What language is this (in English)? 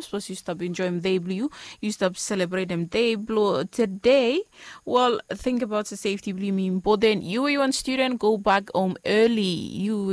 Bislama